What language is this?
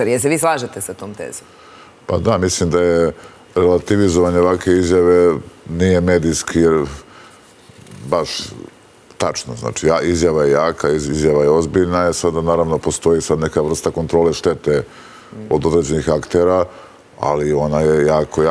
Serbian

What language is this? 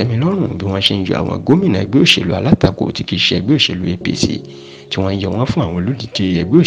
Yoruba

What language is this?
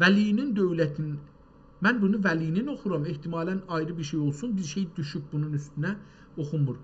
South Azerbaijani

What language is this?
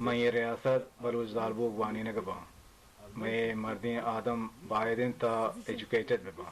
Baluchi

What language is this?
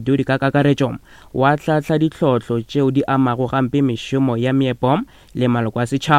Northern Sotho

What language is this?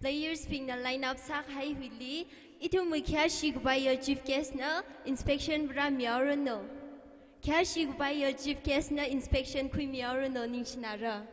Tangkhul Naga (India)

